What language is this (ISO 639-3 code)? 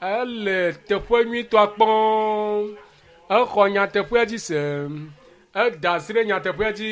ewe